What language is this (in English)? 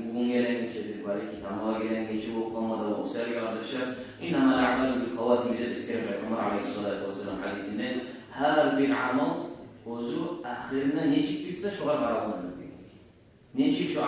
Kumyk